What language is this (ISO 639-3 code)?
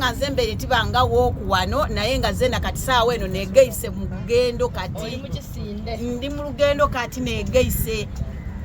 xog